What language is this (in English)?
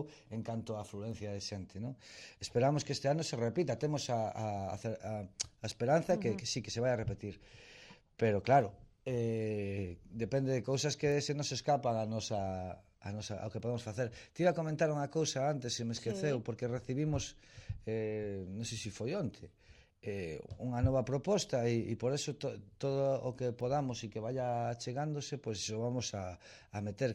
Galician